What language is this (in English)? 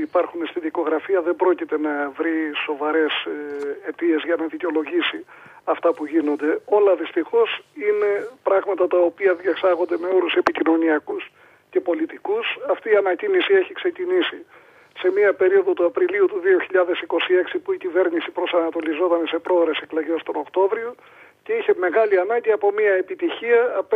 Greek